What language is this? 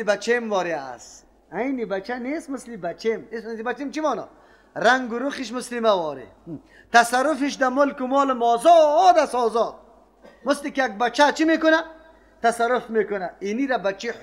Persian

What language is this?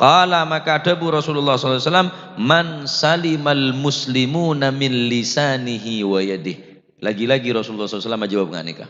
Madurese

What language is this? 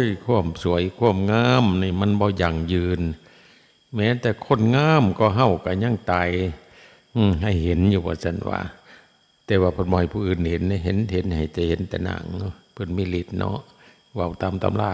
Northeastern Thai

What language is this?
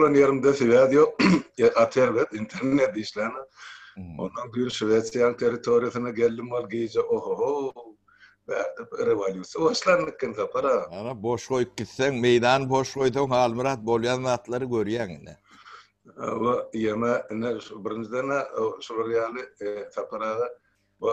Turkmen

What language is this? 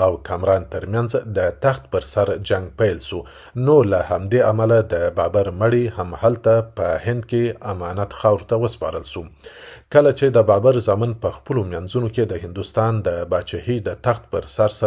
Pashto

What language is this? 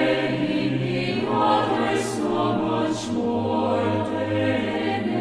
South Bolivian Quechua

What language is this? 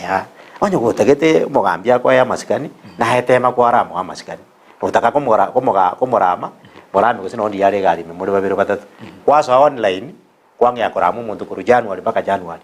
Gusii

